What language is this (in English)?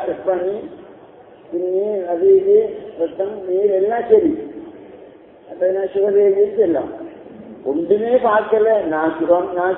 Tamil